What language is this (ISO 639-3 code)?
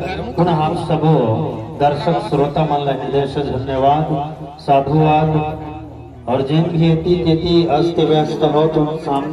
hne